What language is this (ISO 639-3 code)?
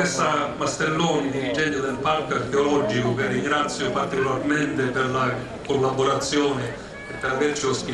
ita